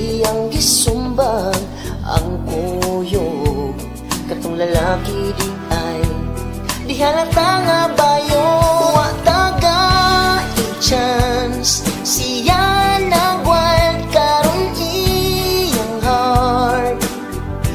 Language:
Cebuano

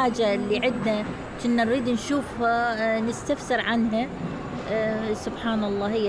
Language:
Mesopotamian Arabic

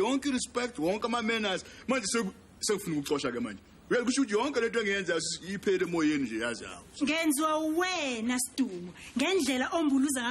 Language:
Zulu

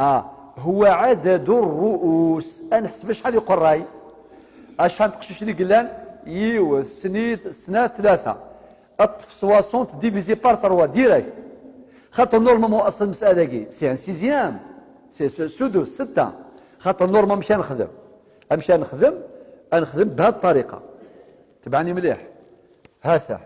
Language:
Kabyle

